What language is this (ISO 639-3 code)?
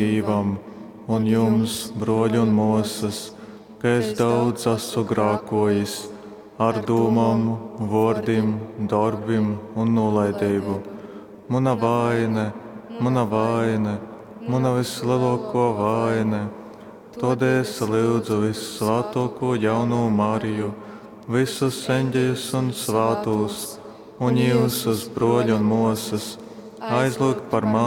ltg